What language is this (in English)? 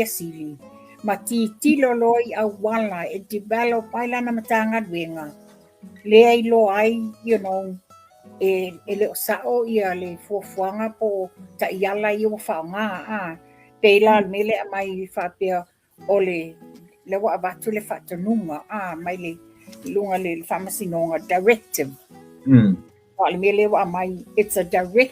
Samoan